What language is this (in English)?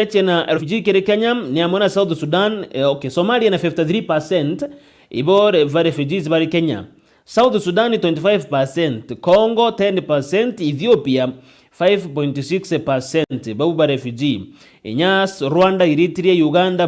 Meru